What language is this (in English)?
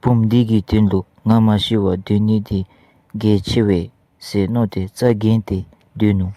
Dzongkha